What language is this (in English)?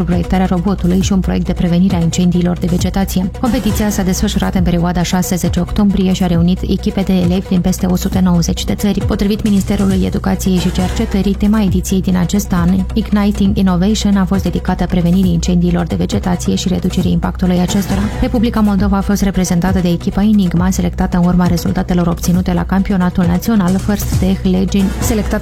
Romanian